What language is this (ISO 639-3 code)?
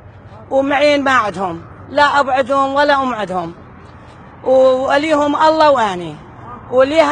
acm